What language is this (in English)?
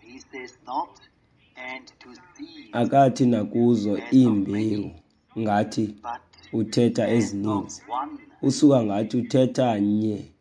Xhosa